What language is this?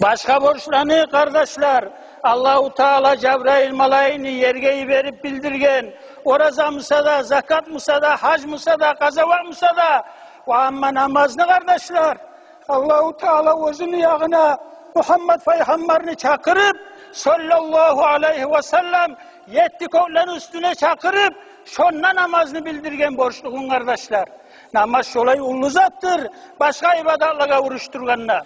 Kumyk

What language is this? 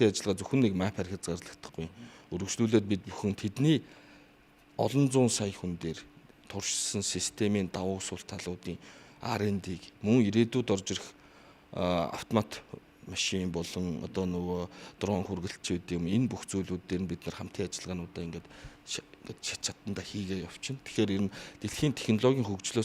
Mongolian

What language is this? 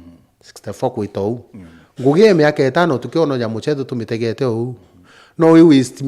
Meru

